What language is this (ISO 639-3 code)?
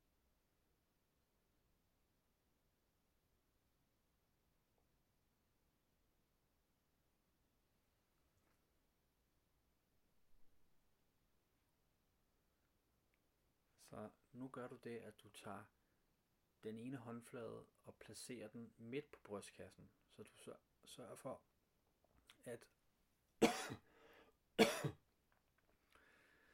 dan